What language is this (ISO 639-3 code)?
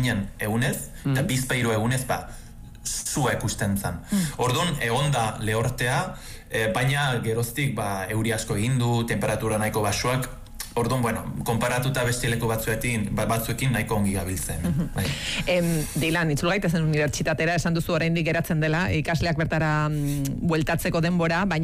eus